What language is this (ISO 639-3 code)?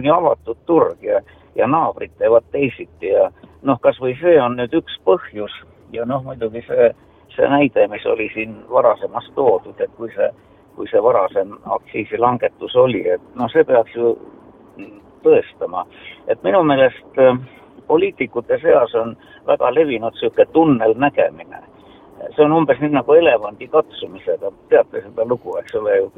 est